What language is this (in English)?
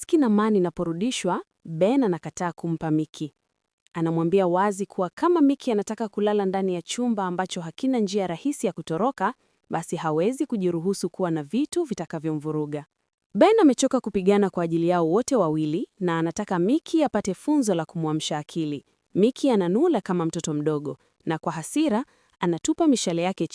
Swahili